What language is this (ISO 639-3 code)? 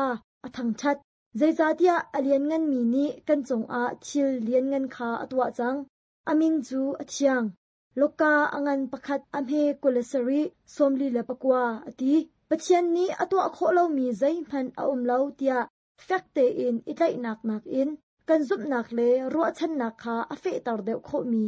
cnh